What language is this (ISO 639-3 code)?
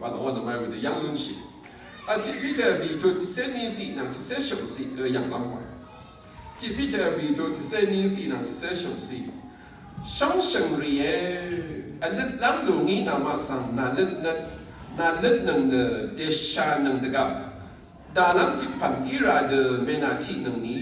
raw